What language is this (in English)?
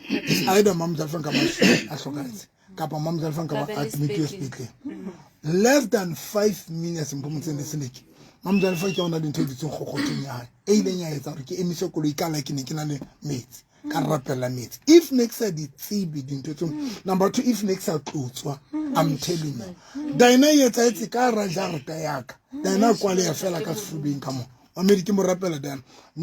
Southern Sotho